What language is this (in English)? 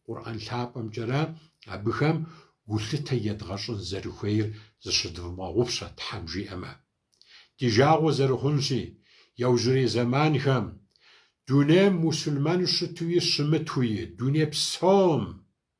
Kabardian